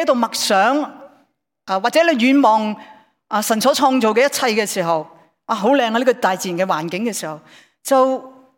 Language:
Cantonese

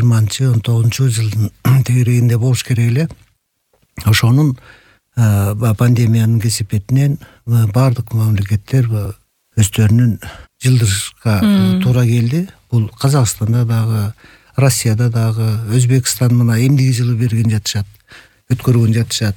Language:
Kyrgyz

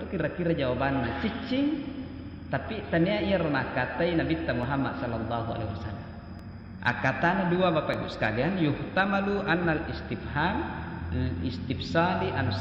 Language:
Buginese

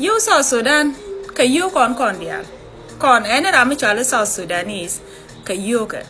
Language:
Nuer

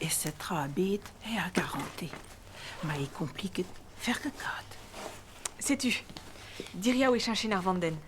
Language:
Breton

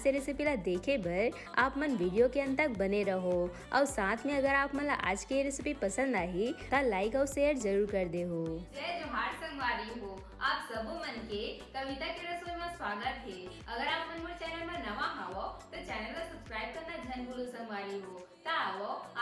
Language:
Chhattisgarhi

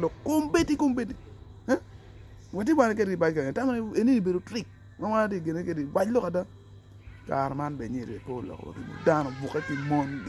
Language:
Acoli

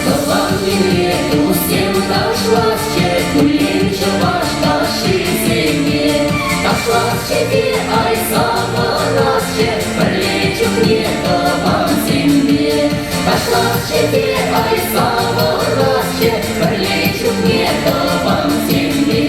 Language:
Chuvash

